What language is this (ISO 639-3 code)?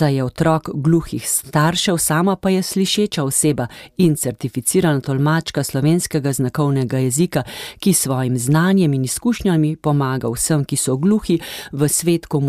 slv